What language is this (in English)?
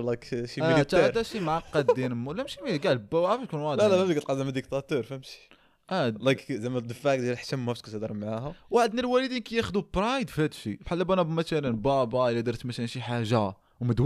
Moroccan Arabic